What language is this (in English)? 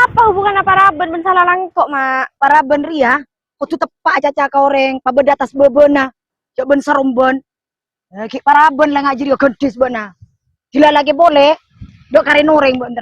Madurese